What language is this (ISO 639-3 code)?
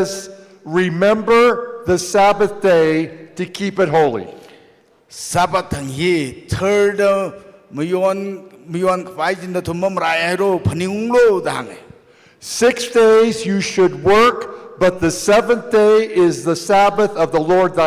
nmf